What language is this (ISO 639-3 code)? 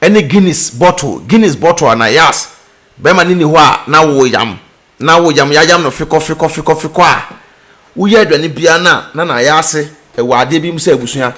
aka